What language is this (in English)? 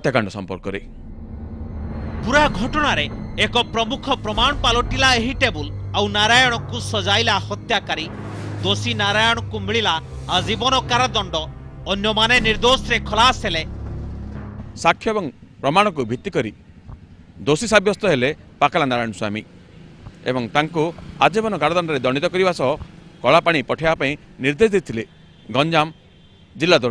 Odia